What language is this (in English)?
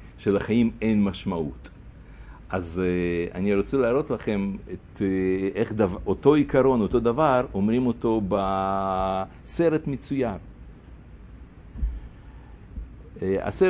Hebrew